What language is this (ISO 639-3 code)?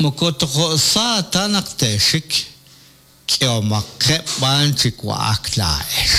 kek